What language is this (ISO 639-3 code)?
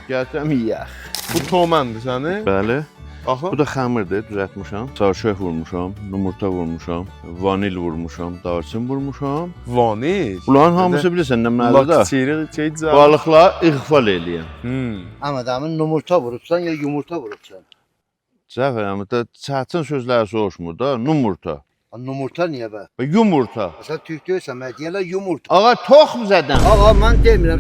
azb